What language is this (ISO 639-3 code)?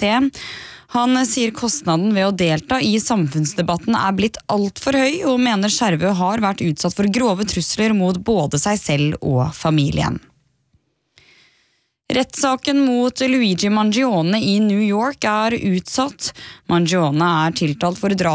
nor